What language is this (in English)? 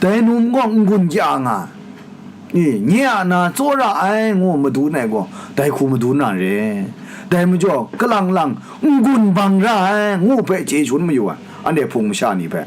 Kachin